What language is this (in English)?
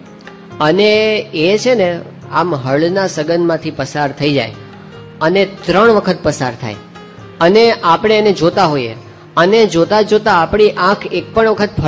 Gujarati